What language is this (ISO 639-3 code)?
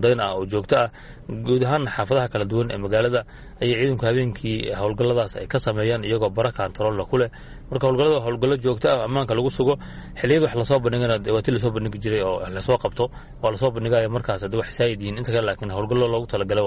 som